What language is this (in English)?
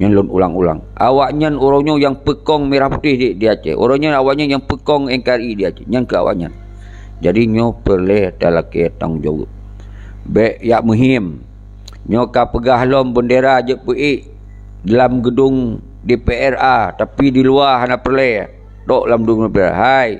Achinese